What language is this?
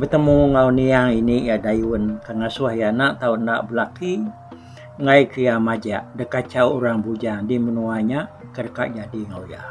Iban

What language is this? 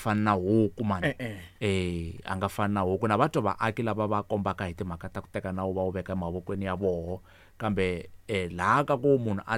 Tsonga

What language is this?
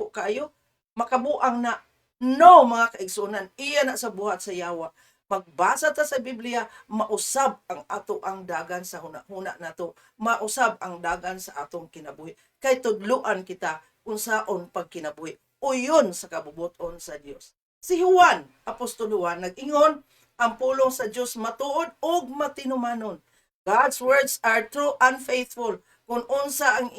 Cebuano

